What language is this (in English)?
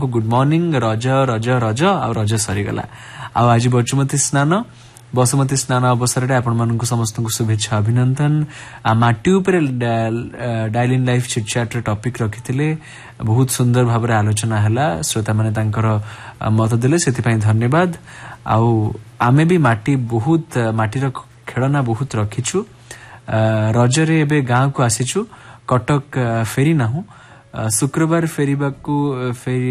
Odia